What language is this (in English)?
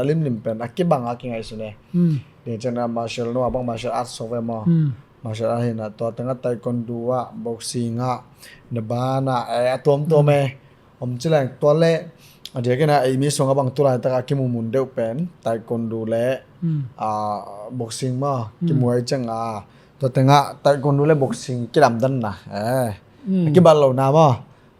Tedim Chin